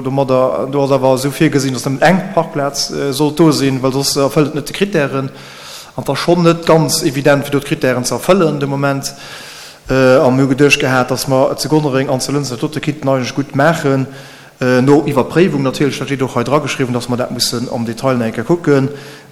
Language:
Luxembourgish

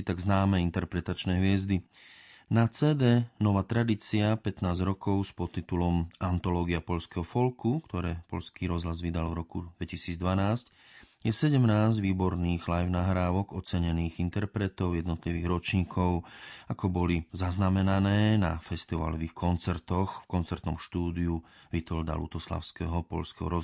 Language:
Slovak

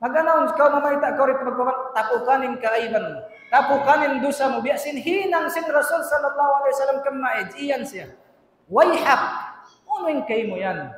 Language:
Tausug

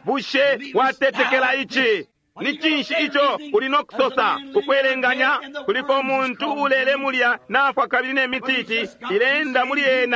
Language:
Bemba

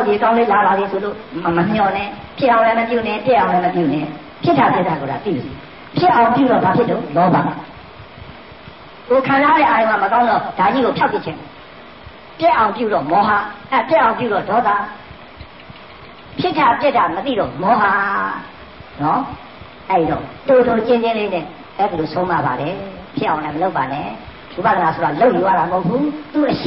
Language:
Burmese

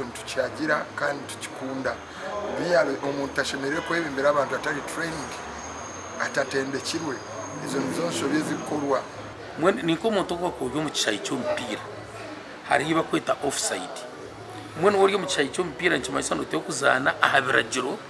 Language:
Nyankole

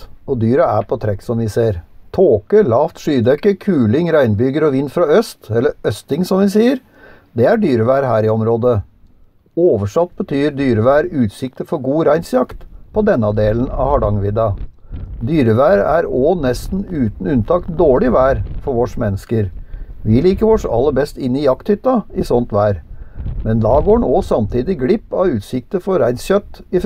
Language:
Norwegian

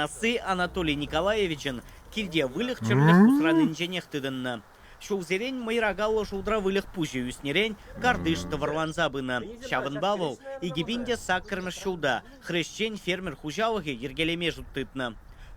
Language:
Chuvash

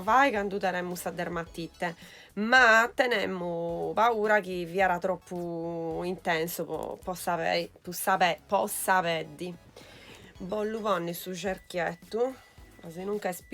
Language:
Sardinian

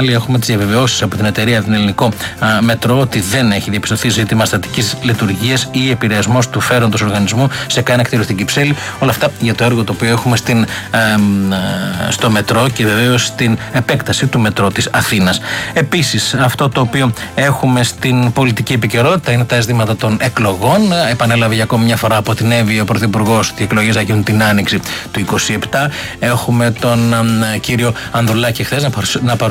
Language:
Greek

